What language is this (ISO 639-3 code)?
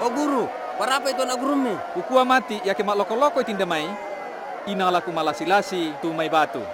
sda